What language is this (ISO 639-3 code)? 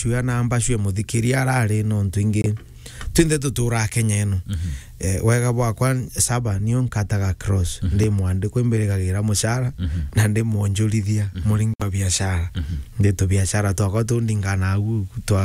mer